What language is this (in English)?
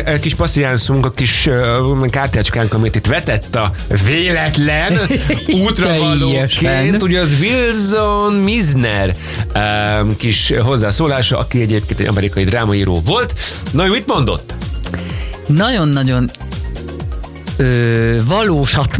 Hungarian